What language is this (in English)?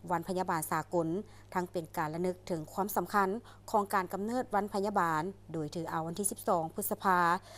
Lao